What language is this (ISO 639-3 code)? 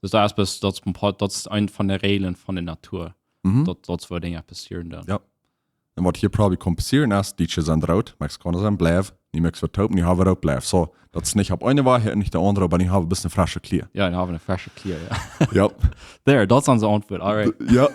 pdt